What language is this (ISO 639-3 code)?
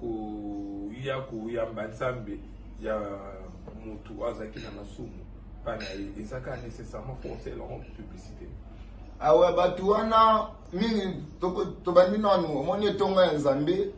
lin